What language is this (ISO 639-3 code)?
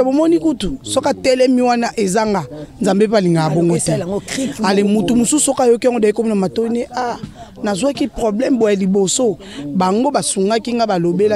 lin